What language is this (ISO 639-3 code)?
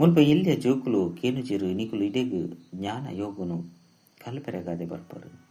tcy